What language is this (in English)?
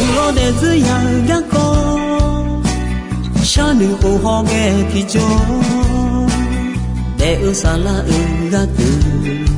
Akha